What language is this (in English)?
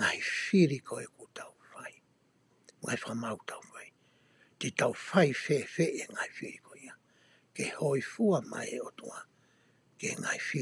Tongan